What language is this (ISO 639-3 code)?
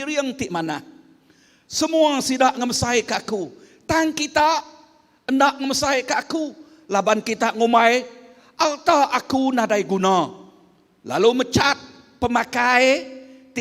iba